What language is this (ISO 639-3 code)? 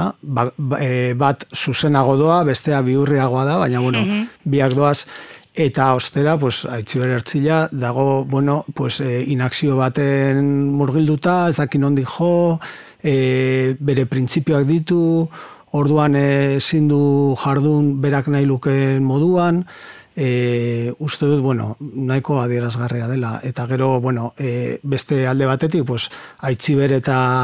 eus